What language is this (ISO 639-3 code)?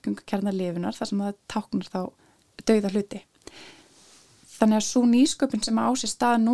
isl